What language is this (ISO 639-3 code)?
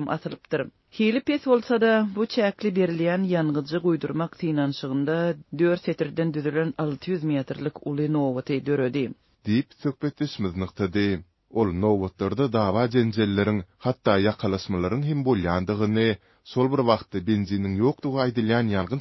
tuk